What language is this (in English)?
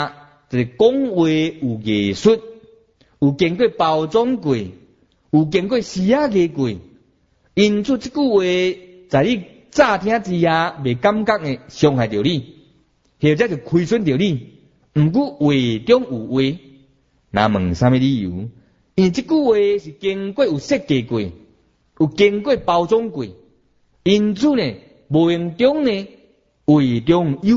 Min Nan Chinese